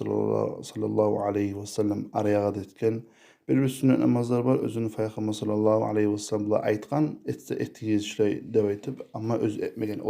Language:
Kumyk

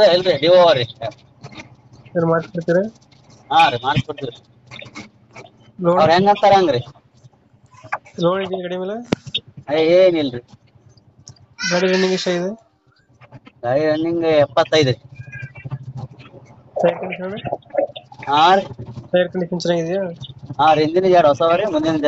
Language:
Kannada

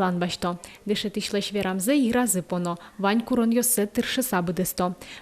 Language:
Udmurt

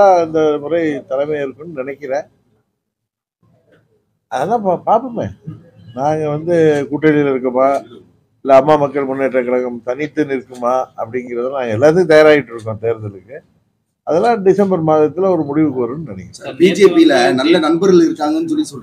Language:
Tamil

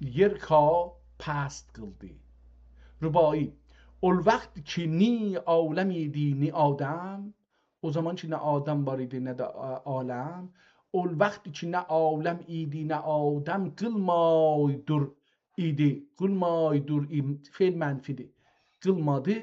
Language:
South Azerbaijani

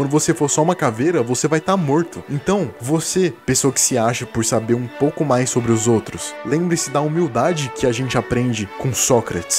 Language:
Portuguese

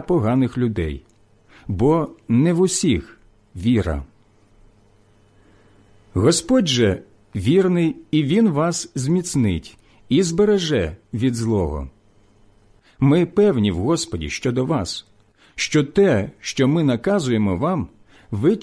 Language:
Ukrainian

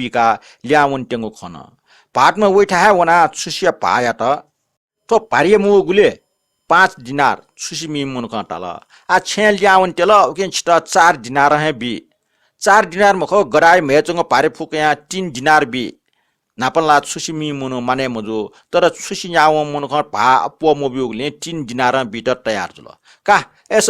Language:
Newari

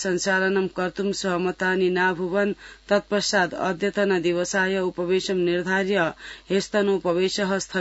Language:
Sanskrit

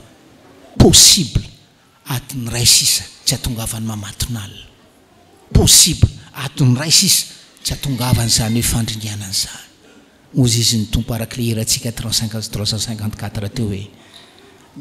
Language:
Malagasy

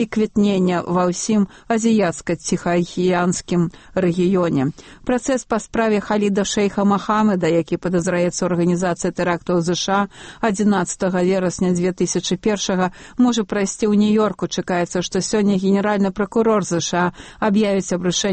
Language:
Belarusian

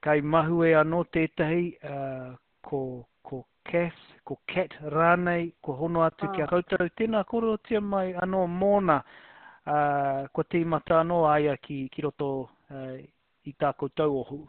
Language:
Māori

